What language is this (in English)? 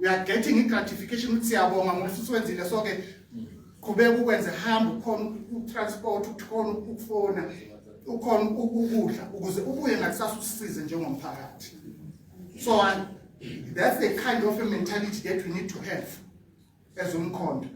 Zulu